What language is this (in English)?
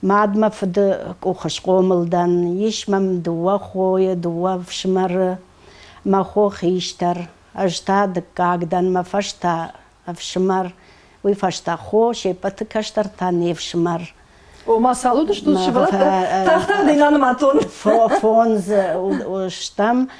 Ossetic